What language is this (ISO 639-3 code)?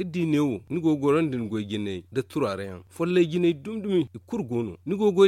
dje